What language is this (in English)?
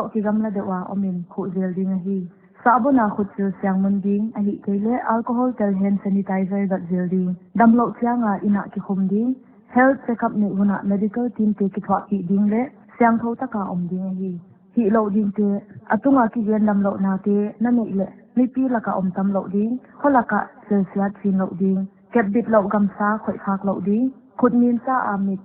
Paite Chin